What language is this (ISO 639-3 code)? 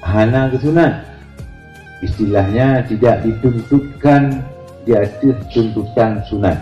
ace